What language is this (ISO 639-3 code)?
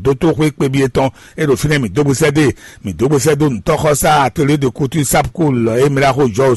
fon